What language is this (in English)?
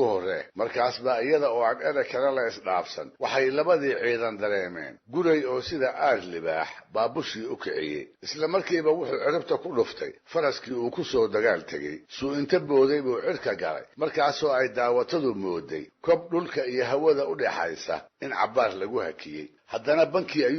Somali